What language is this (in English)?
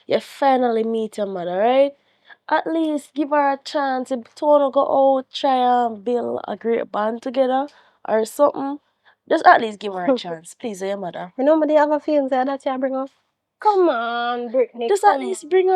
Jamaican Creole English